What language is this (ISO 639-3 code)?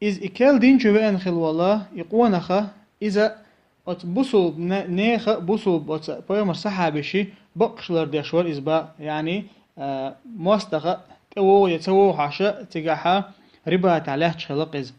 che